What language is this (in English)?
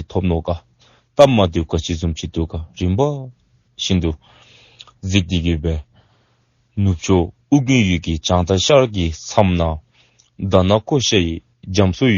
Dzongkha